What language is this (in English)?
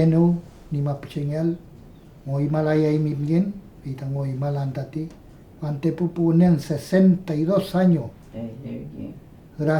Mapuche